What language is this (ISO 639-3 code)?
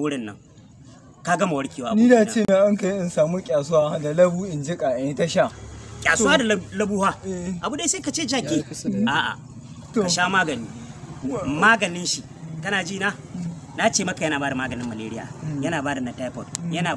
hau